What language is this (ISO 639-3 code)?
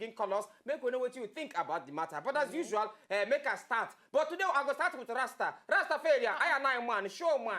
pcm